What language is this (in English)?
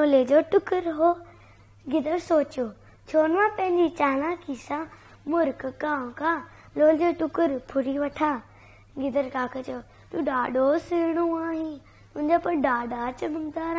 Sindhi